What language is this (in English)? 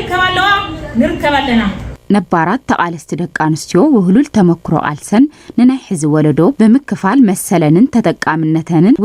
Tigrinya